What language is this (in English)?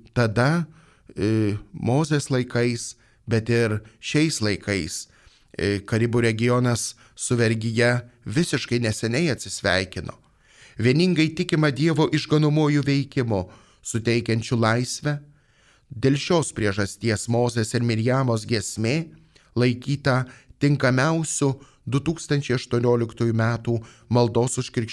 Lithuanian